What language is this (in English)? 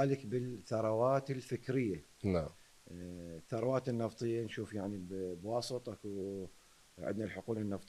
Mesopotamian Arabic